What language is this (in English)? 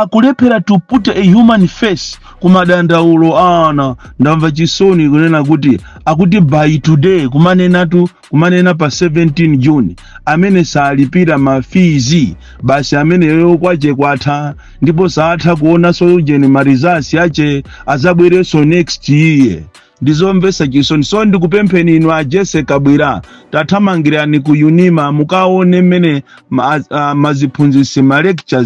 Nyanja